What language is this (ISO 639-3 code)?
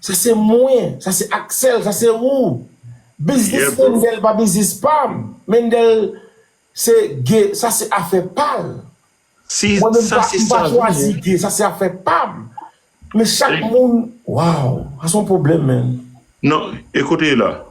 hat